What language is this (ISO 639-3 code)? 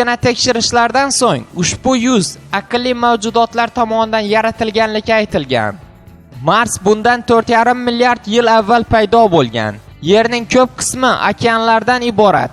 uzb